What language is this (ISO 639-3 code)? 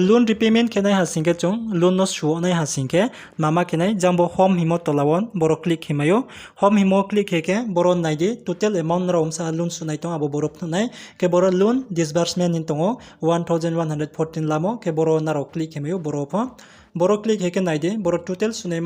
ria